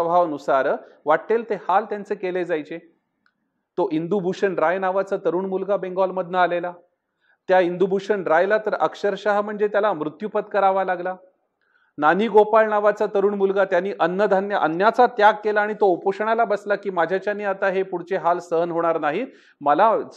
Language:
Marathi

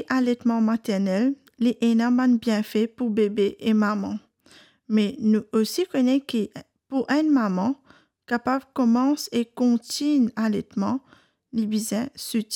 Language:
Morisyen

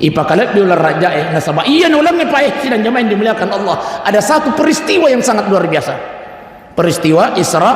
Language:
Buginese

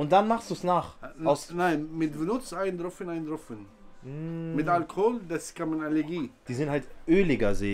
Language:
German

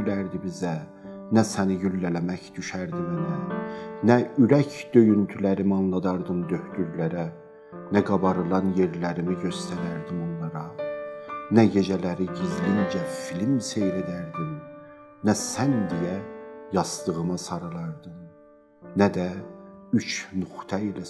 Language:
South Azerbaijani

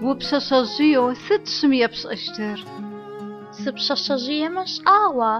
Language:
Adyghe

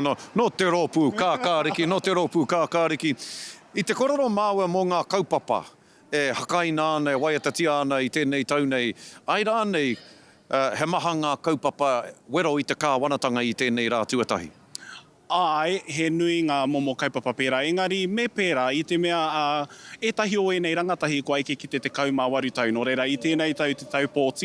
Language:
Māori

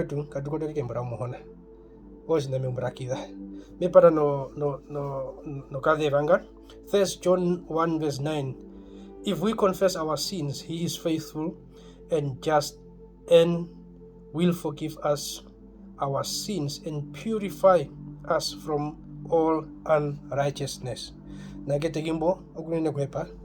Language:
Herero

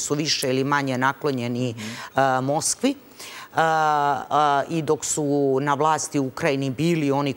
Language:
Serbian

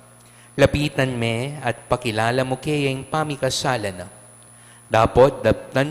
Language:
Pampanga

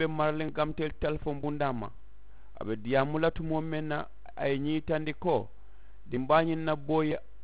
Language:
Mandingo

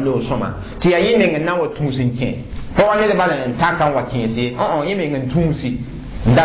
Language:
Mossi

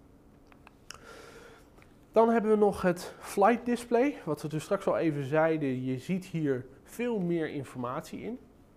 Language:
Dutch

